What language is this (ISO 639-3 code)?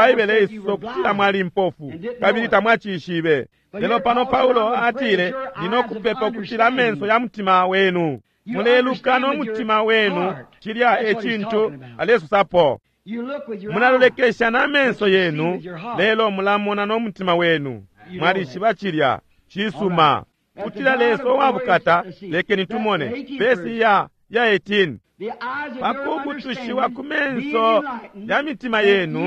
bem